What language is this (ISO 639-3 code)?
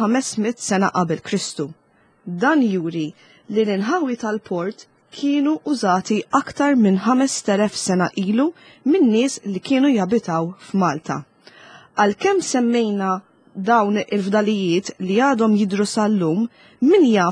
mlt